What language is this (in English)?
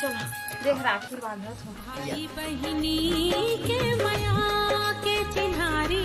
Chhattisgarhi